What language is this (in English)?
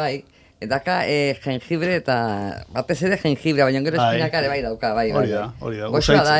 Basque